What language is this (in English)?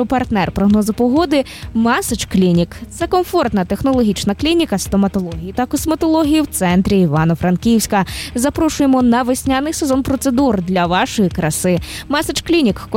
Ukrainian